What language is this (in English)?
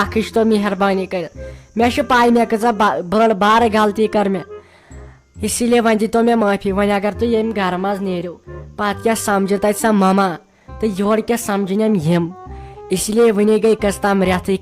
Kashmiri